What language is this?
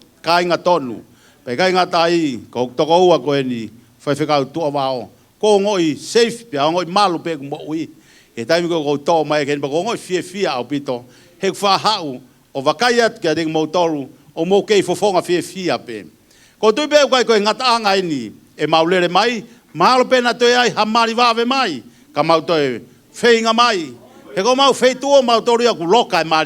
Tongan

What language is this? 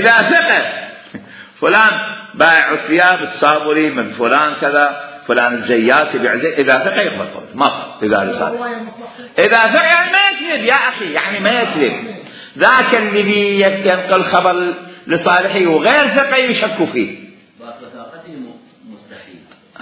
Mesopotamian Arabic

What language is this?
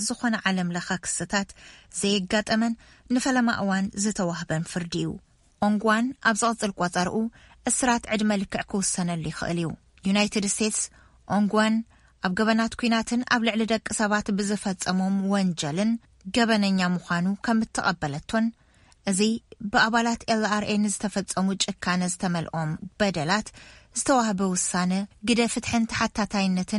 Tigrinya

